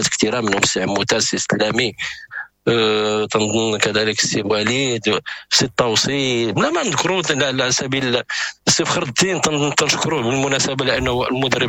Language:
Moroccan Arabic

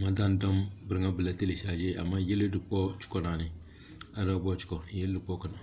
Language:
Tem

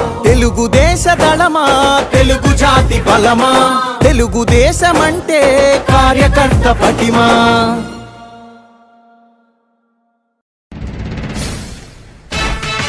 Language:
Telugu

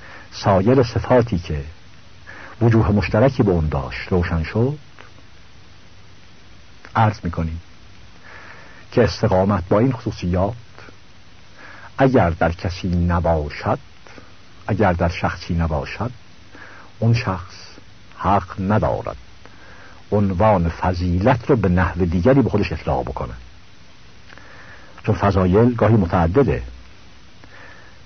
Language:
Persian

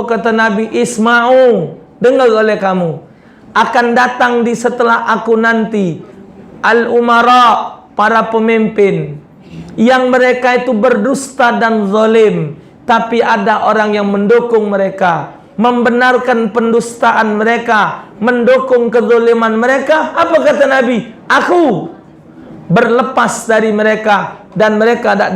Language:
Musi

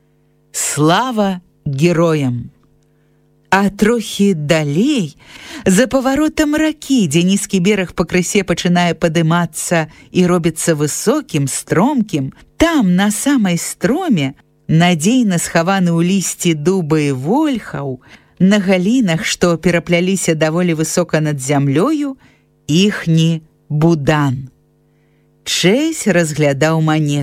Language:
Belarusian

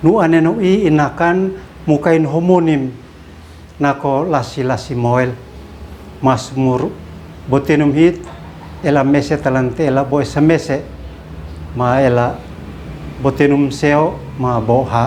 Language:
Uab Meto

